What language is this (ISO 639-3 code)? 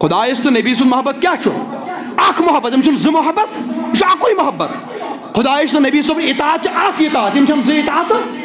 kas